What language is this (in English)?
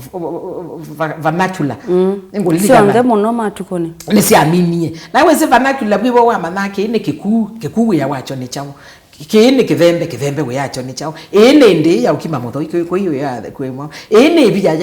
Kamba